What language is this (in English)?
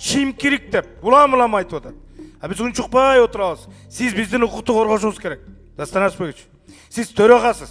Kyrgyz